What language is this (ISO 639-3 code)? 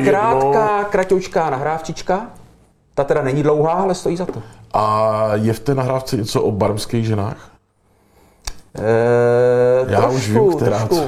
ces